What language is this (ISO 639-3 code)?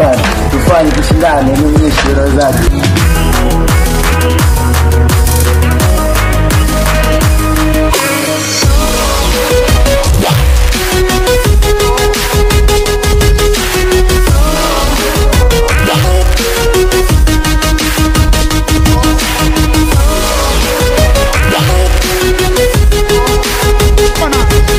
swa